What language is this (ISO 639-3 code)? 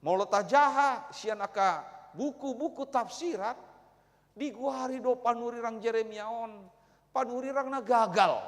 bbc